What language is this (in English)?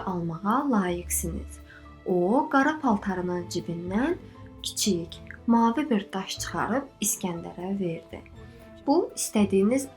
Azerbaijani